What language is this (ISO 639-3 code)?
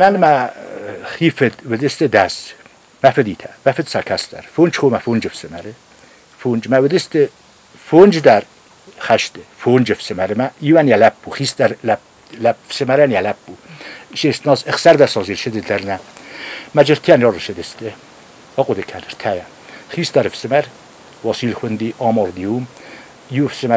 oss